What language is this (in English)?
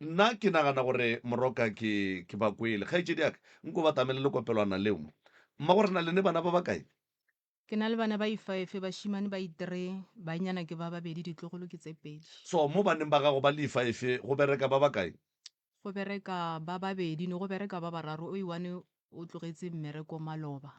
Northern Sotho